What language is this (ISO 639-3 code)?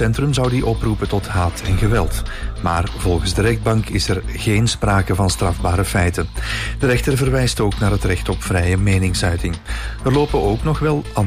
nld